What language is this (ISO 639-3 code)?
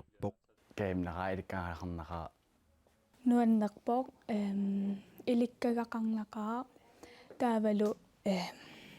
kal